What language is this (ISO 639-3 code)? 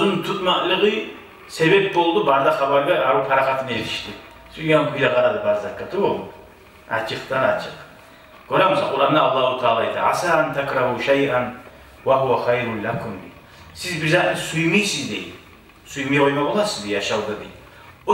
kum